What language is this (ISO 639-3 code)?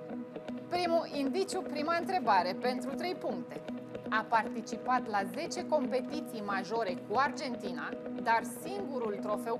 ron